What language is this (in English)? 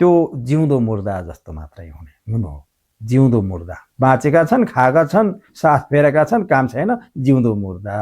Nepali